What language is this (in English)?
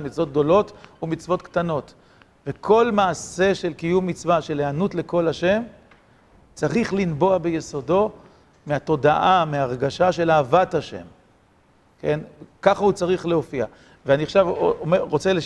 Hebrew